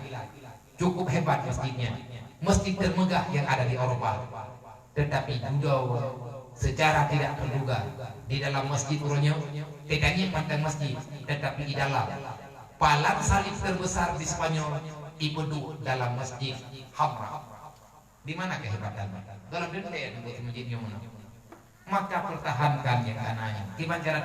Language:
Achinese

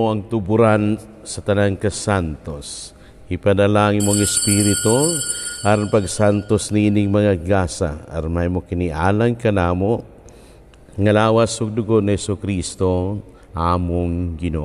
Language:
Cebuano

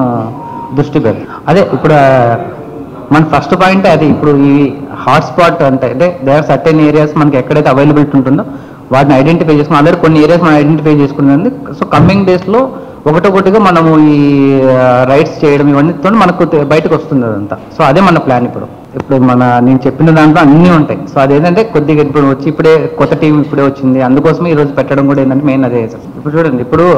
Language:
Telugu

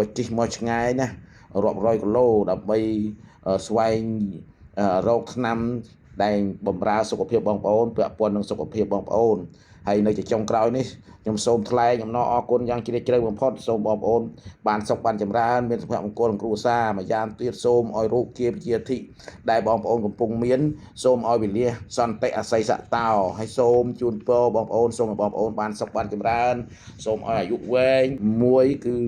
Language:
Khmer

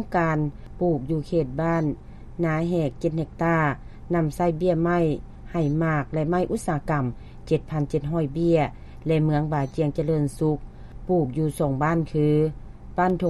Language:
Lao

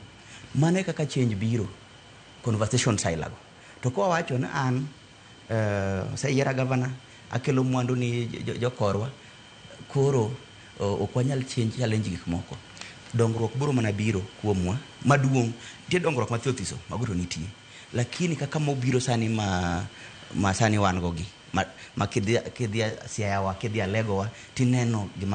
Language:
Luo (Kenya and Tanzania)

